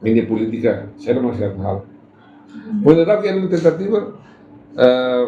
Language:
Tetum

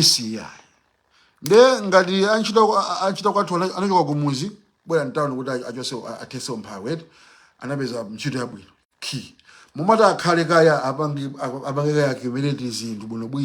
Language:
Nyanja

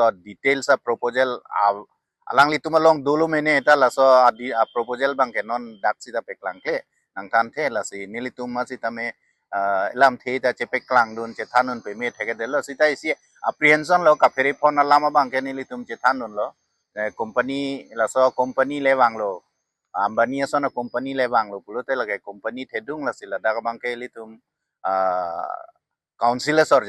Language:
Karbi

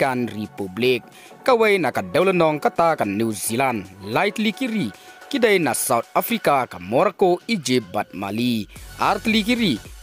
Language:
Khasi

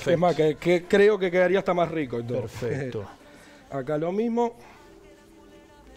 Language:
Spanish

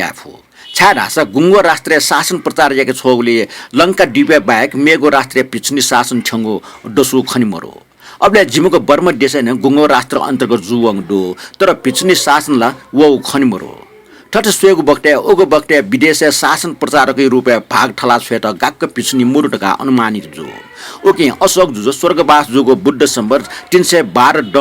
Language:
Newari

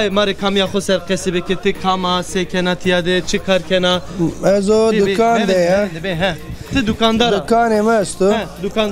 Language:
Zaza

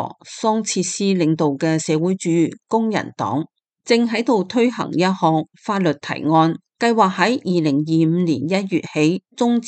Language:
Cantonese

